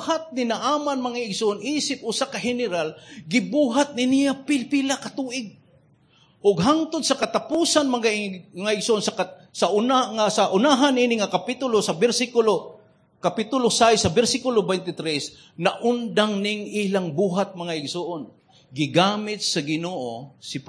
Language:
Cebuano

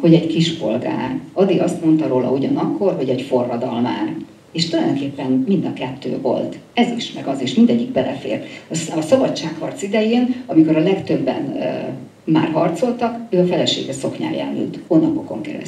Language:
Hungarian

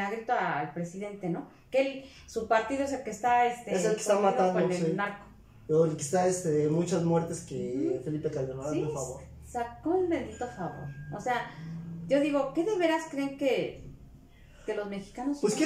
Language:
Spanish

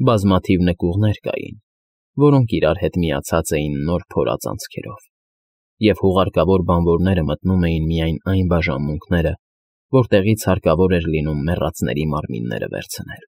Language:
Armenian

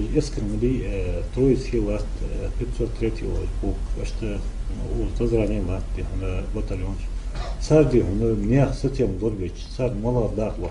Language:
Ingush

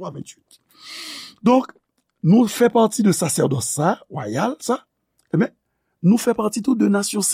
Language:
Haitian Creole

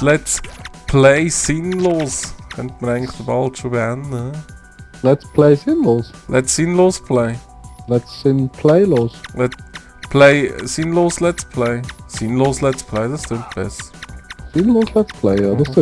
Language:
Swiss German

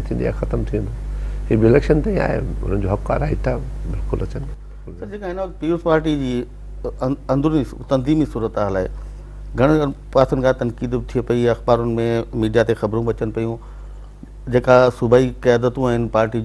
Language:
Sindhi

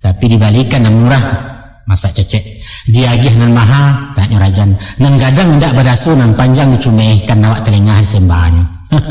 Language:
Minangkabau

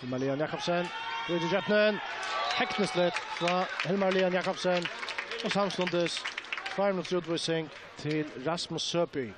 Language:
Faroese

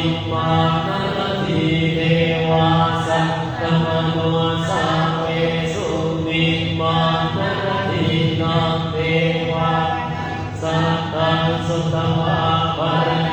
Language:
Pali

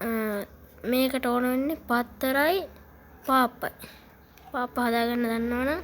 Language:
Sinhala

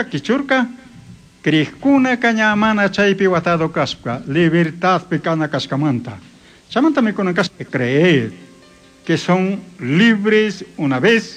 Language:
Chimborazo Highland Quichua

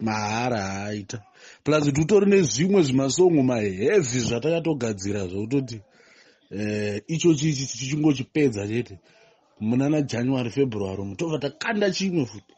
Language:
Shona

